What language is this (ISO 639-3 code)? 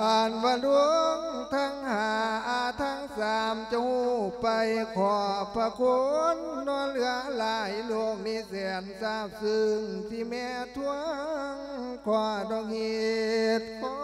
lao